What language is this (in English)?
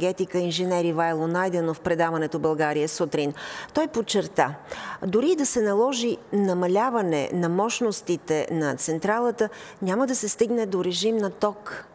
Bulgarian